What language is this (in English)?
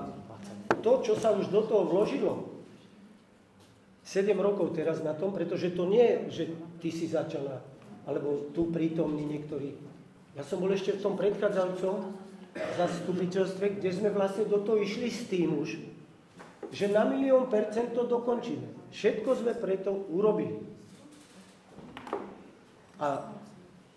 Slovak